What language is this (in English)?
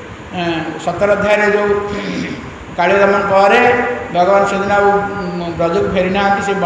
Odia